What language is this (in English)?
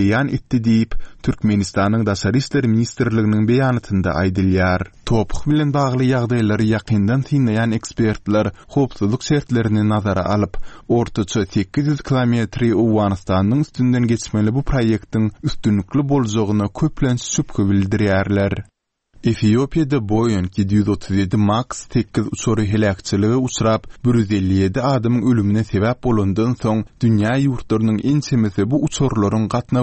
Turkmen